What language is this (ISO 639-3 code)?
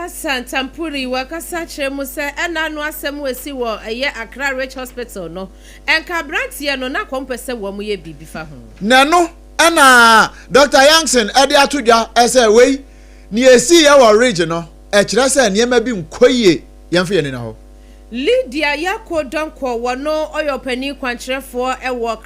aka